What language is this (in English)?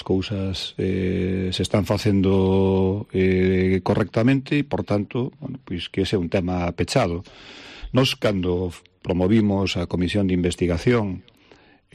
Galician